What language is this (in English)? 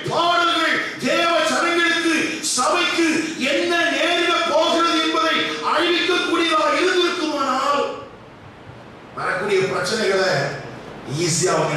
Tamil